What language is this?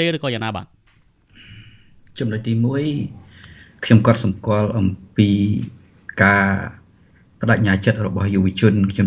Khmer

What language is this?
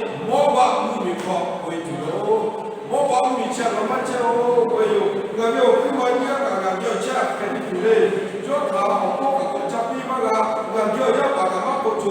Lahu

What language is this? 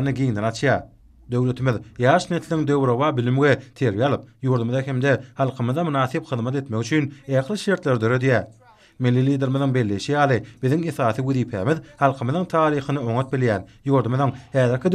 Turkmen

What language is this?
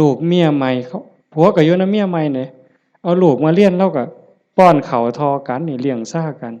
Northeastern Thai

